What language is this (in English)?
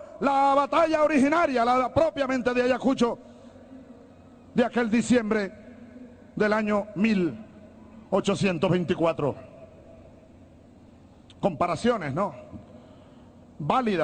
Spanish